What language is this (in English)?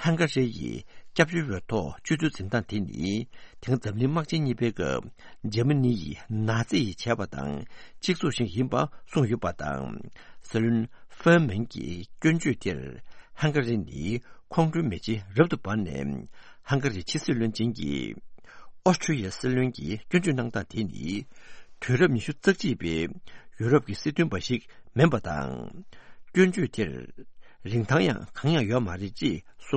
Tibetan